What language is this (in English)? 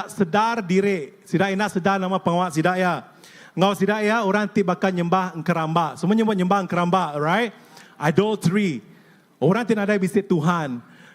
Iban